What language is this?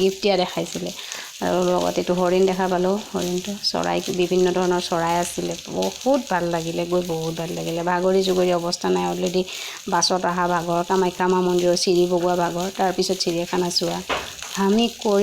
Assamese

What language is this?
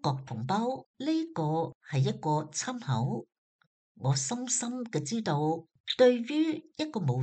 Cantonese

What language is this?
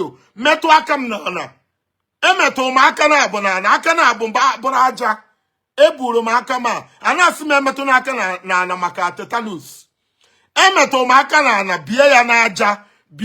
Igbo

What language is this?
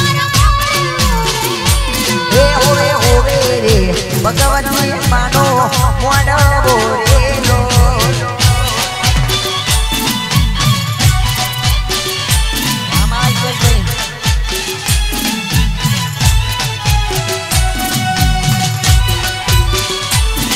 Gujarati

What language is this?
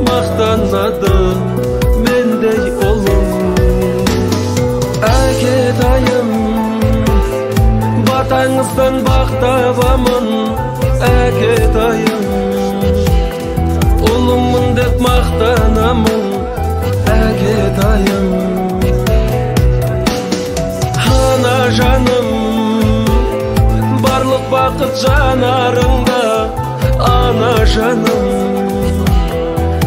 Kazakh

